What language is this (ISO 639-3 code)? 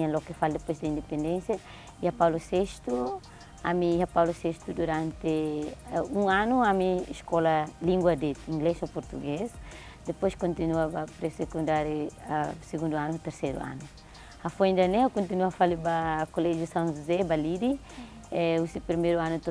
tet